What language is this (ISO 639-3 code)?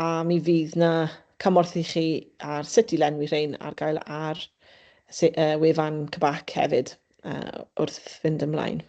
cym